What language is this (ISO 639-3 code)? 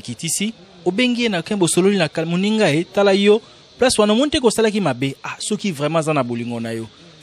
lin